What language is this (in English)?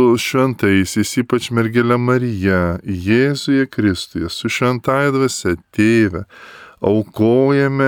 Lithuanian